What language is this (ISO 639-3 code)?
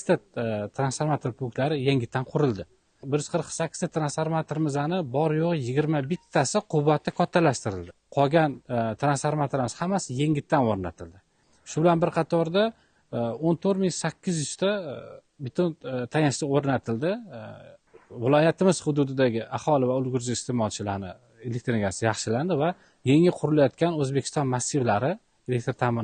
uzb